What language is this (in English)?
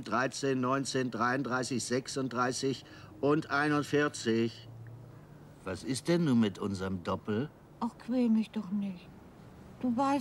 German